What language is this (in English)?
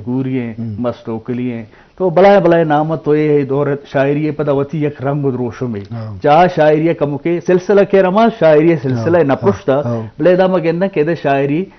Eastern Balochi